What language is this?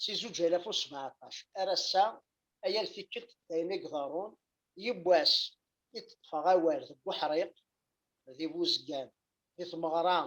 Kabyle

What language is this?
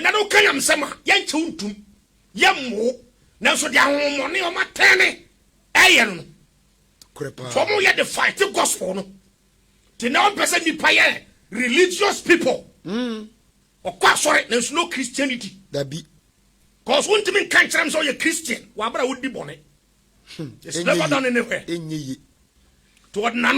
Akan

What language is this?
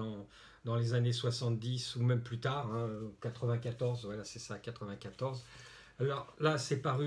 French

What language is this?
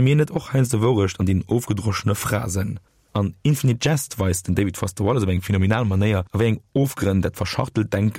Luxembourgish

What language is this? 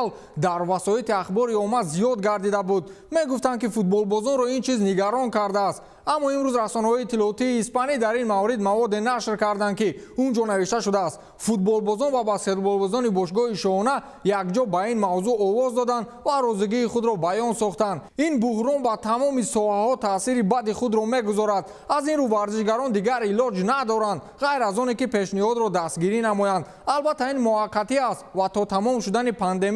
Tajik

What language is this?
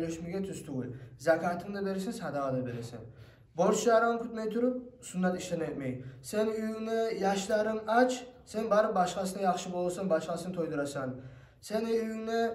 Kumyk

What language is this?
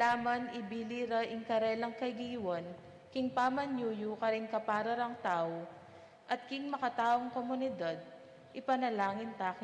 Pampanga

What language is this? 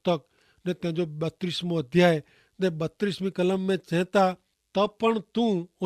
Kachhi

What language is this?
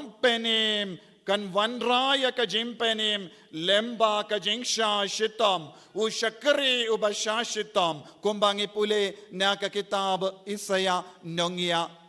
Khasi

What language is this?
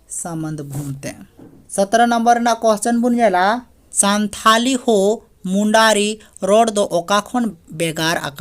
Santali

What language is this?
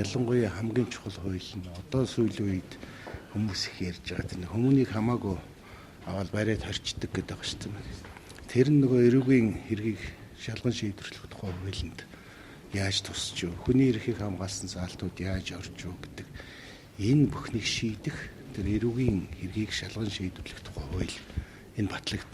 Mongolian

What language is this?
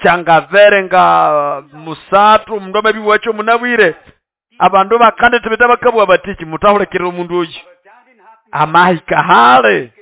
Nande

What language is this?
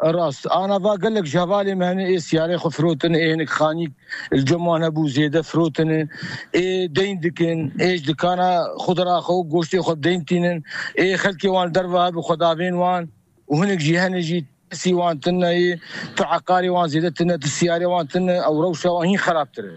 Kurdish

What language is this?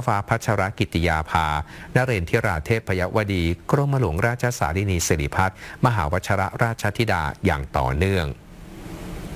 Thai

